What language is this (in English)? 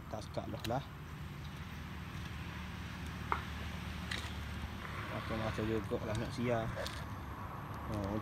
Malay